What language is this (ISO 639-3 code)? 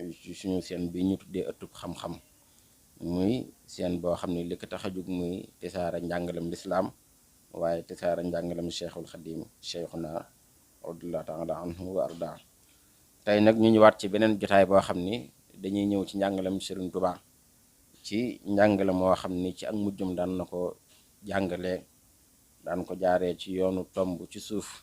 wol